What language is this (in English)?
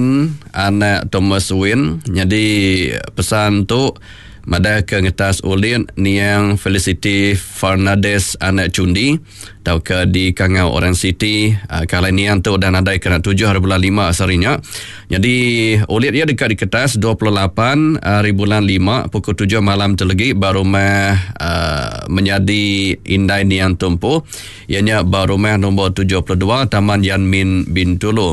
Iban